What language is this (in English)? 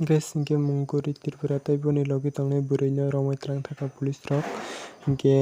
Kok Borok